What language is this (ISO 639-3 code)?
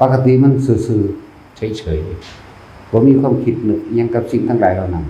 tts